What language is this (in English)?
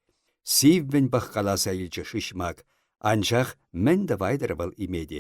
Chuvash